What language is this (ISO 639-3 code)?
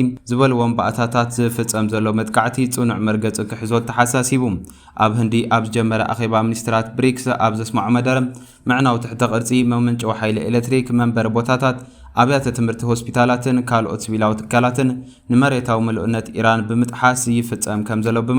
tir